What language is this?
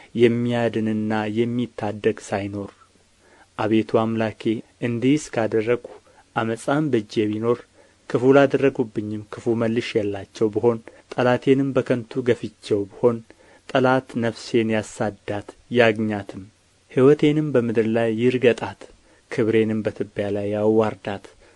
Amharic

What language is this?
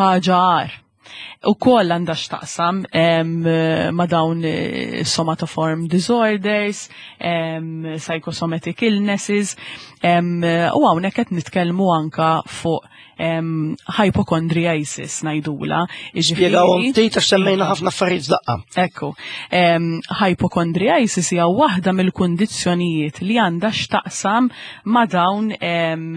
Maltese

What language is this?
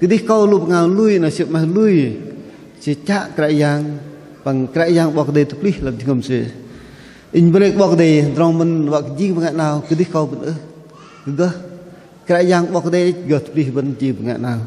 Bahnar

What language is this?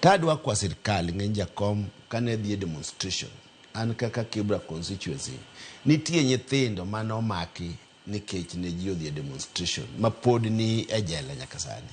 Luo (Kenya and Tanzania)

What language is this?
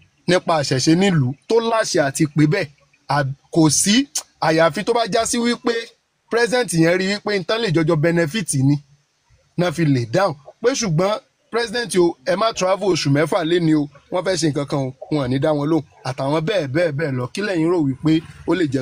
Yoruba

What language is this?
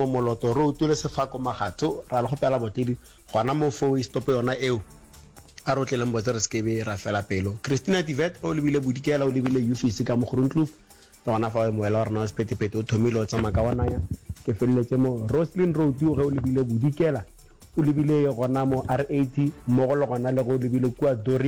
Northern Sotho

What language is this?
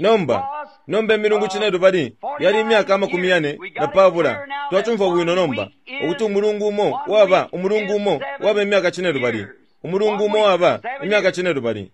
Bemba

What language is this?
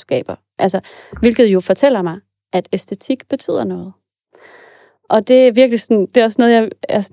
Danish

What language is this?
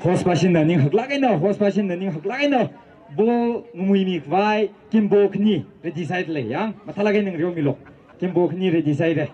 Tangkhul Naga (India)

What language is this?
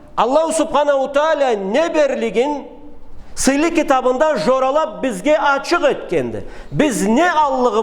Karachay-Balkar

